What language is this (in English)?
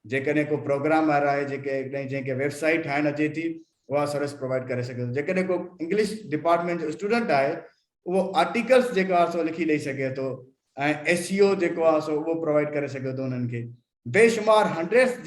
Sindhi